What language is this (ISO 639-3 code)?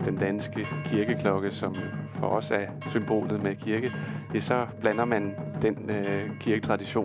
dan